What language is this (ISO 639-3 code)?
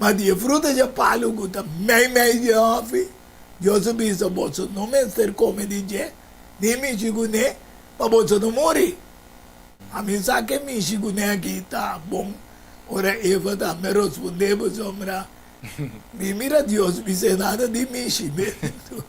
pap